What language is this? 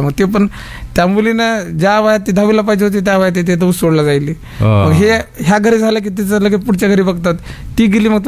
Marathi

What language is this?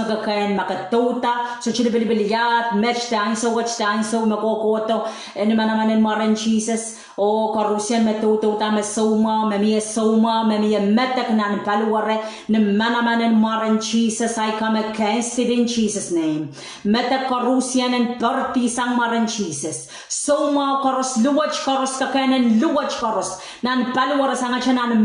Pohnpeian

